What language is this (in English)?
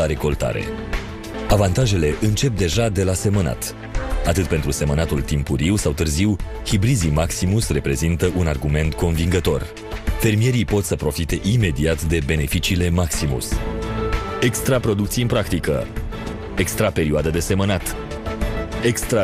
Romanian